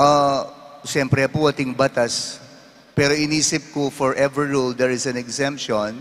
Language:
Pampanga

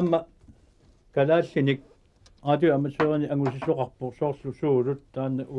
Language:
Kalaallisut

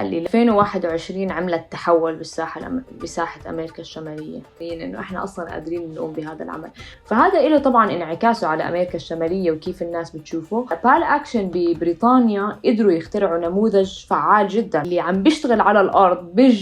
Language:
North Levantine Arabic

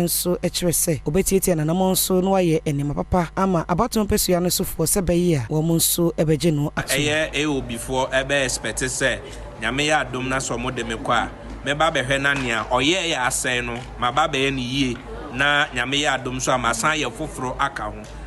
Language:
Akan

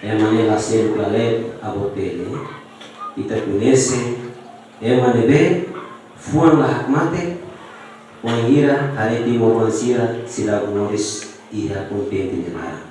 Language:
Tetum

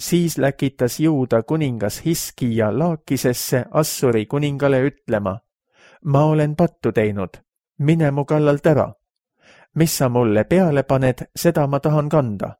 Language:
Estonian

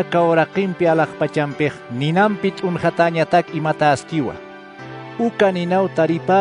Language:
Aymara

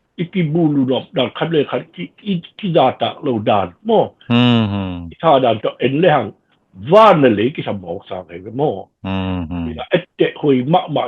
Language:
Tedim Chin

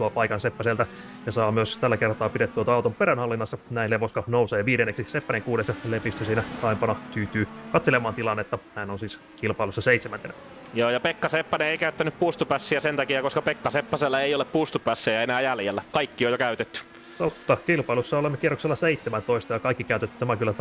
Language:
Finnish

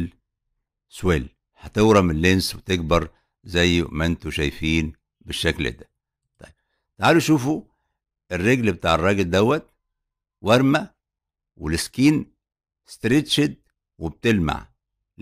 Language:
Egyptian Arabic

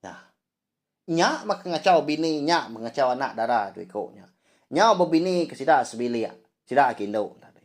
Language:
Iban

